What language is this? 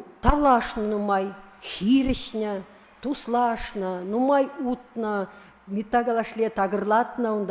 Chuvash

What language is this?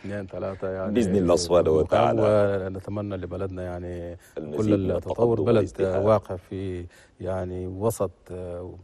Chadian Arabic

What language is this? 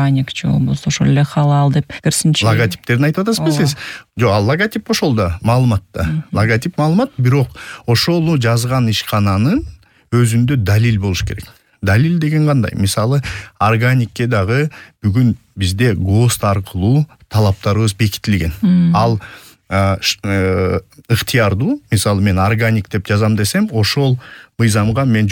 Kyrgyz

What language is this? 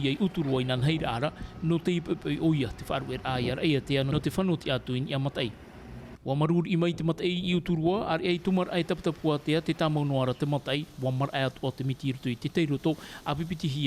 Tahitian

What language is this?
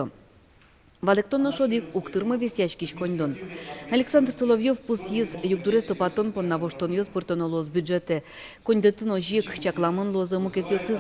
Udmurt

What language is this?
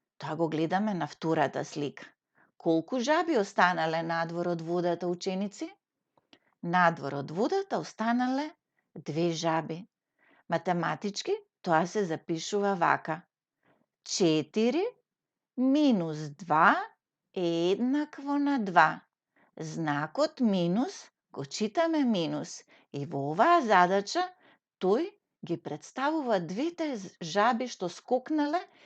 Macedonian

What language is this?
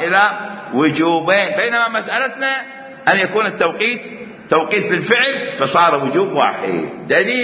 Mesopotamian Arabic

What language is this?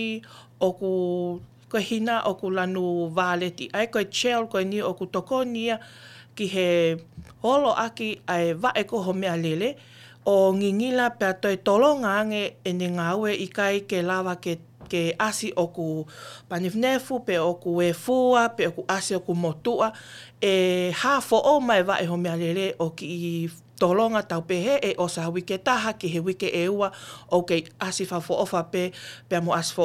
Tongan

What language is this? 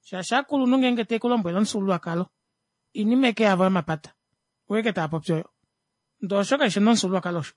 Kuanyama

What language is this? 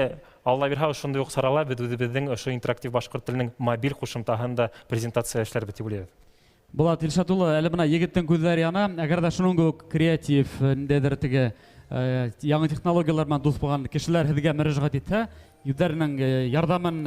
Bashkir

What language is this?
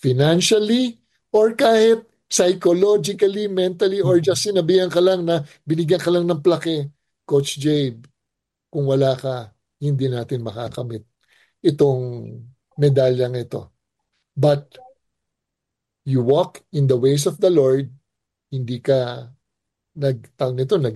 Filipino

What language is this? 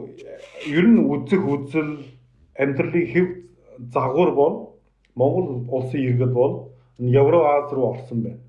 Mongolian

